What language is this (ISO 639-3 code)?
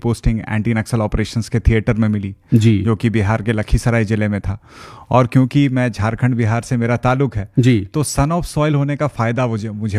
hin